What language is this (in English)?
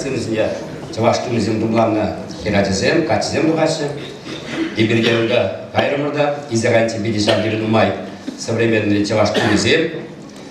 Chuvash